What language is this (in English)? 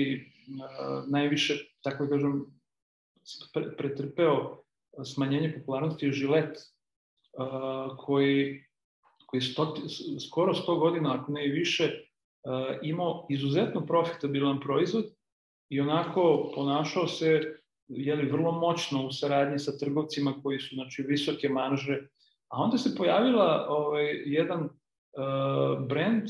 Serbian